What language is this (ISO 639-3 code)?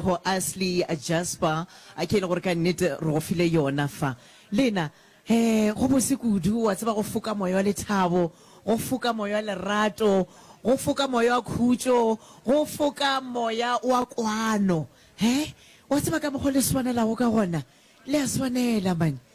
nso